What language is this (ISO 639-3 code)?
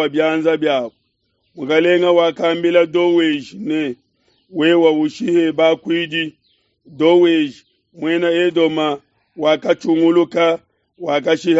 lua